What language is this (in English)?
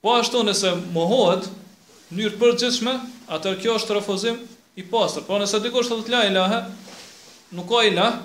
Albanian